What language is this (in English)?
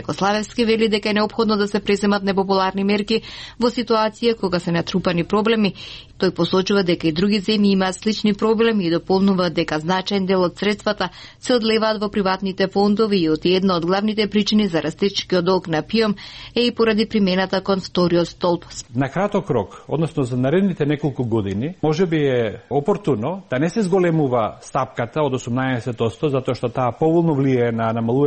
Macedonian